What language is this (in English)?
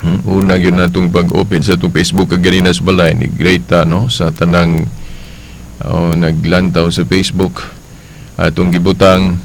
Cebuano